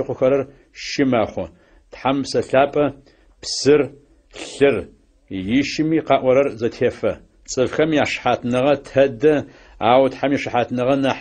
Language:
Adyghe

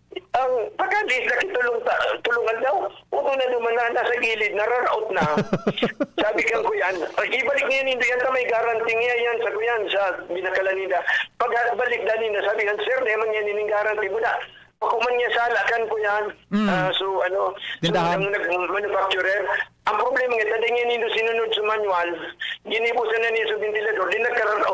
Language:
Bikol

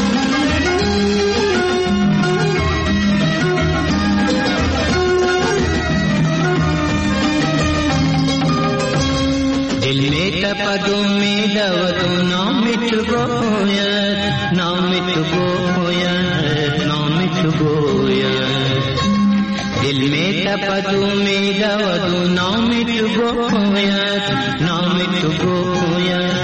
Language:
Persian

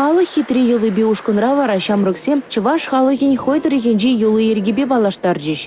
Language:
Chuvash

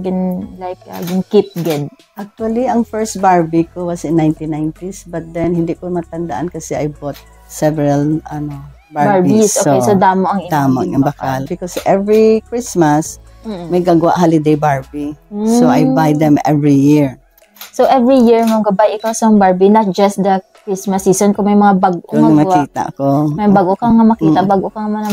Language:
Hiligaynon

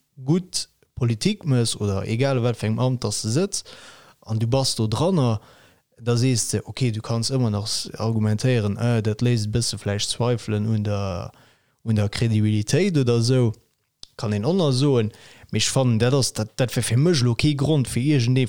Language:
Luxembourgish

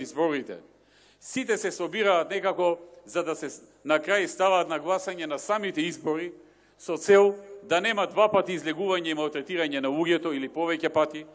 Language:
Macedonian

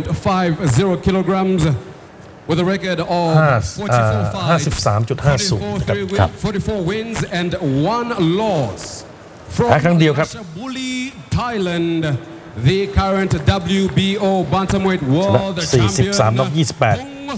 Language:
Thai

